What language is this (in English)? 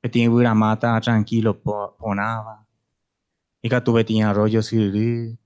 Guarani